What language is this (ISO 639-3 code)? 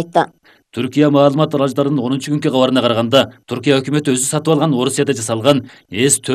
kir